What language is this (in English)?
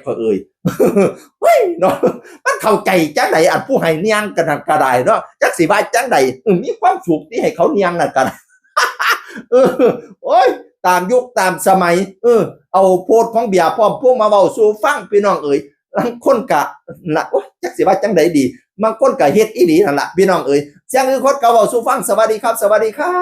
Northeastern Thai